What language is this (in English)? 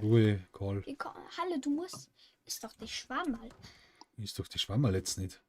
Bavarian